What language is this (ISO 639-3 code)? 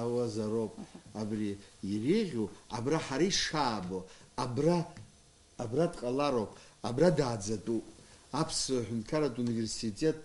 abk